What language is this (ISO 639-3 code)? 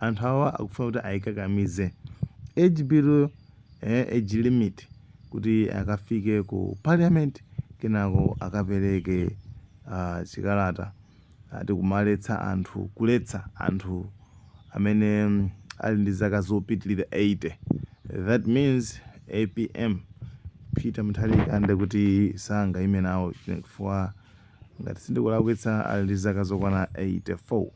nya